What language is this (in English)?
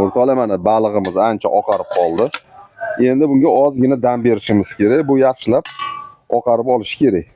Uzbek